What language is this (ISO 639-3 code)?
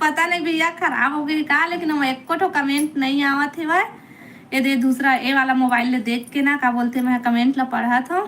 hne